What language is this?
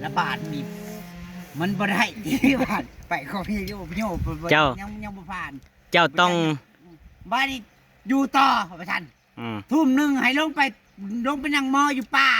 Northeastern Thai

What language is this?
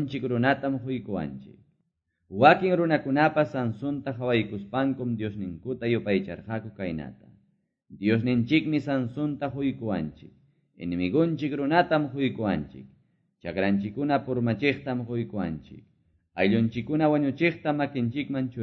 Quechua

